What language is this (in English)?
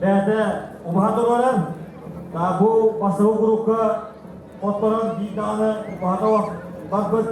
Yakut